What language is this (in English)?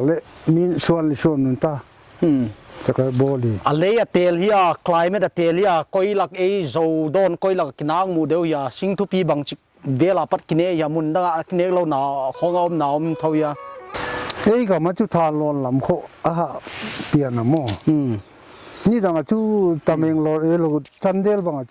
Paite Chin